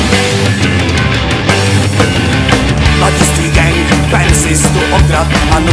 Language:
Czech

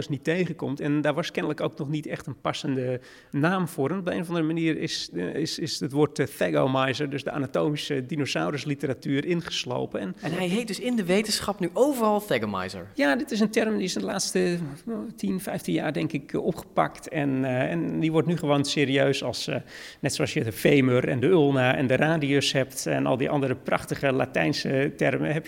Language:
Dutch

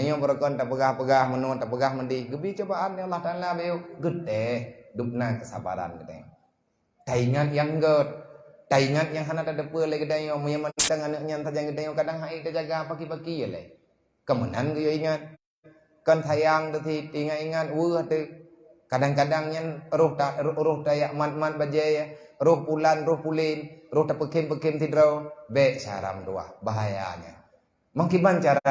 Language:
Achinese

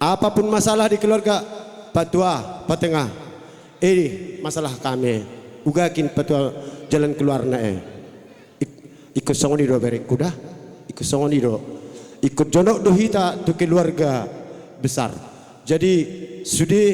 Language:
Batak Karo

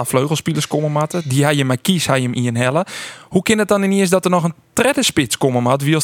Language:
Western Frisian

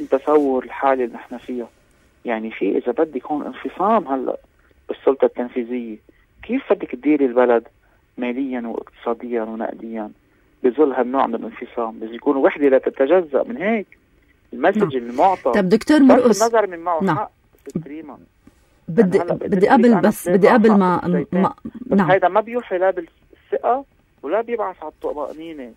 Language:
North Levantine Arabic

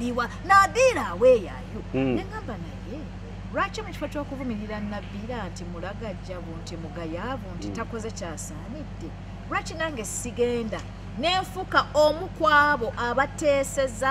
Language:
Ganda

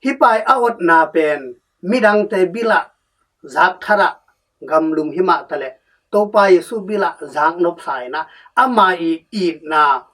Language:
Tedim Chin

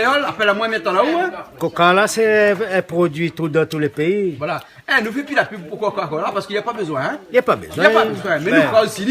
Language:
Réunion Creole French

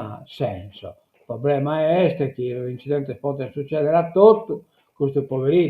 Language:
Sardinian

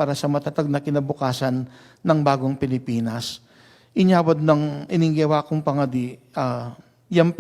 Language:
Pampanga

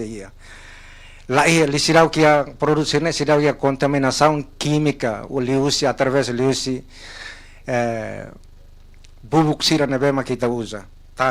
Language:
Tetum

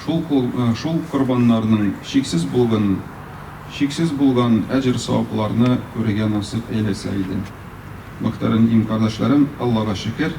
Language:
Tatar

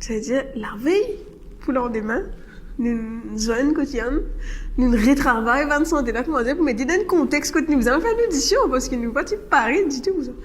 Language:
Morisyen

